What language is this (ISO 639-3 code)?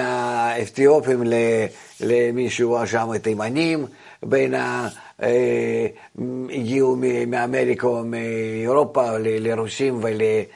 heb